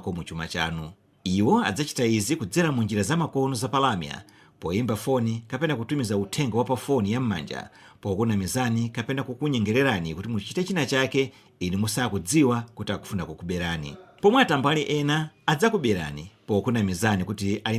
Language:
Nyanja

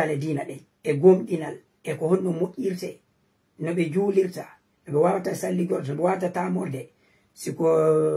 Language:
Fula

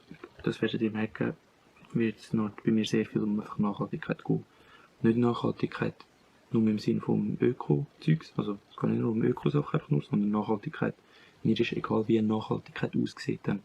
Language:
Swiss German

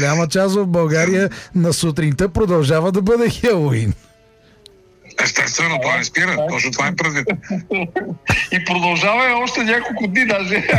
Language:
Bulgarian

